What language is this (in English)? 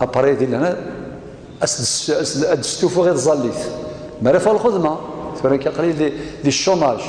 Kabyle